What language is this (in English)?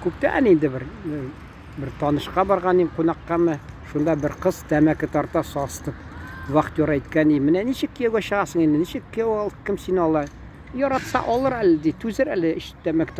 Tatar